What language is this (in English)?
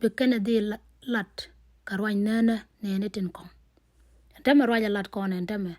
Nuer